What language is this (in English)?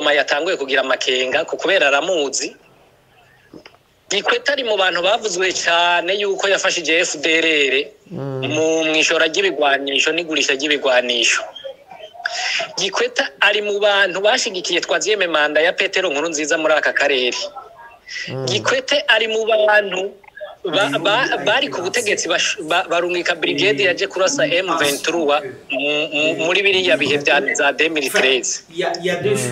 Kinyarwanda